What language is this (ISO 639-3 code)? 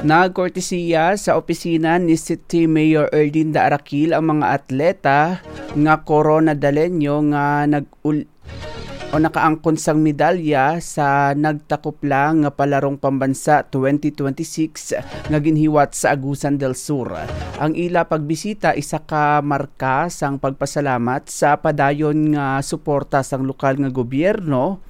hil